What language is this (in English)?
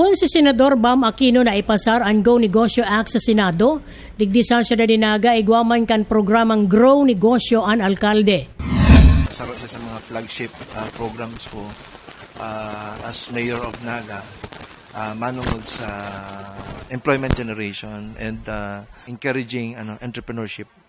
Bikol